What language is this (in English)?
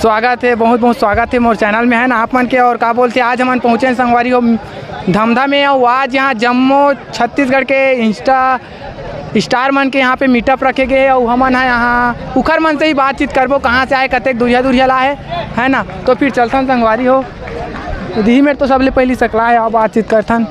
Chhattisgarhi